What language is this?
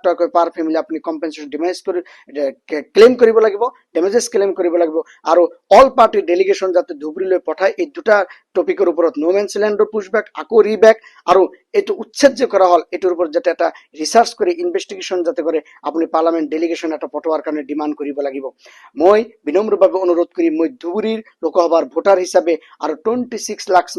Assamese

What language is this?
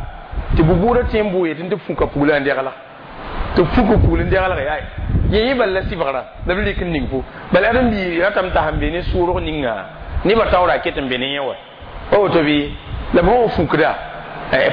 Mossi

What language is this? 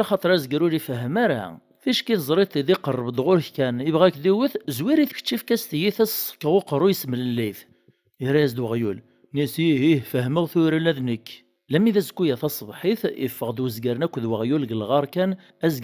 Kabyle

